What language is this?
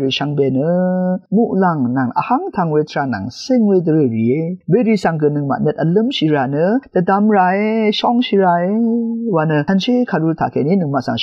Rawang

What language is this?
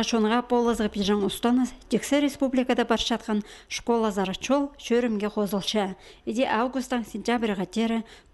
Khakas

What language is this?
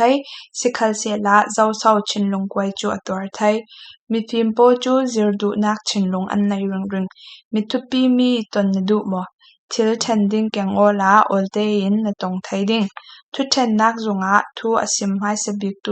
Falam Chin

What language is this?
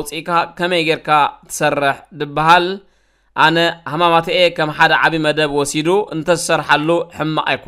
Tigrinya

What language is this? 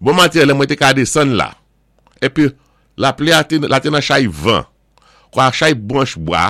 Saint Lucian Creole French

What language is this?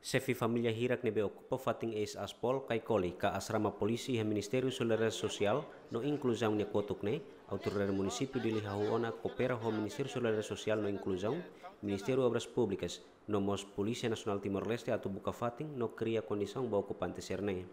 Tetum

